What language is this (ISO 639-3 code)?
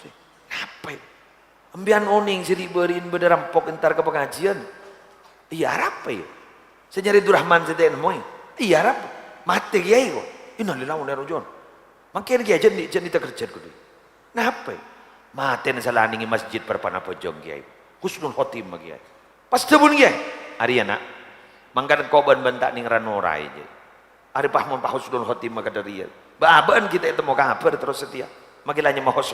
mad